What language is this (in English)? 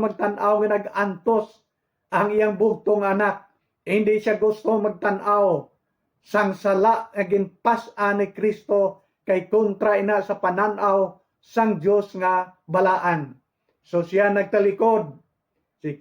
Hiligaynon